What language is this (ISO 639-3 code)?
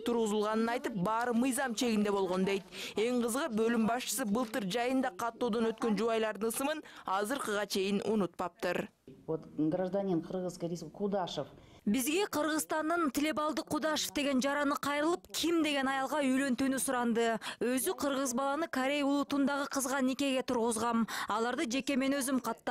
kir